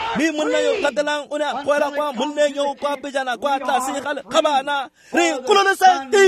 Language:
Tswana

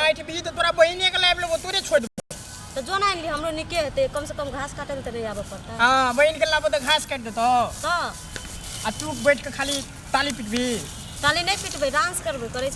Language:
Maithili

